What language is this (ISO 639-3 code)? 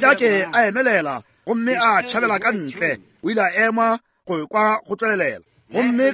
nso